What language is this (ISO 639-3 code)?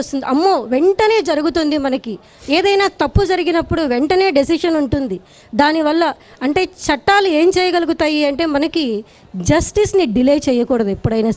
tel